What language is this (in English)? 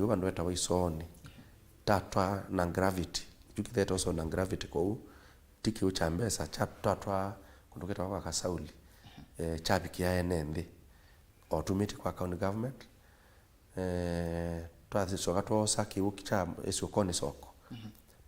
Kamba